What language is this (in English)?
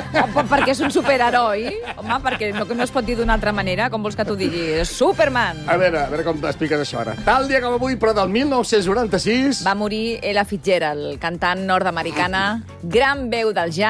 Catalan